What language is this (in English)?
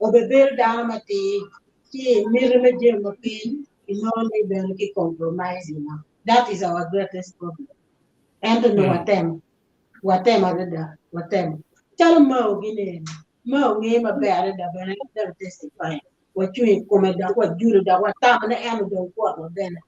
Acoli